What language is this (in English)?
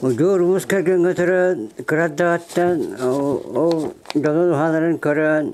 Yakut